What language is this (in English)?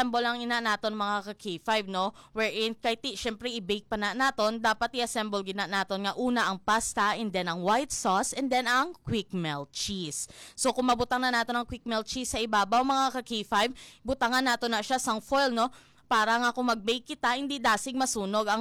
Hiligaynon